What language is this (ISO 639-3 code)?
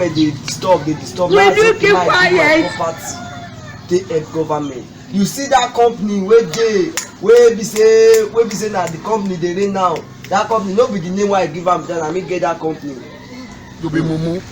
pcm